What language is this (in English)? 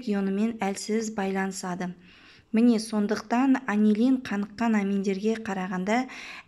Kazakh